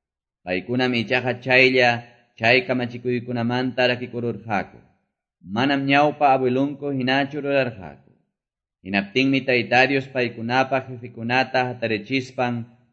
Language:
Quechua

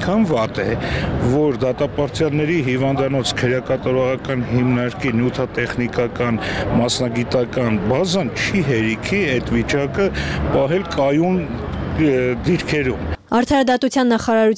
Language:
Armenian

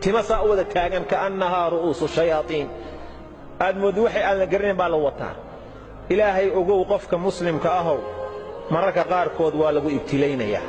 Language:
Somali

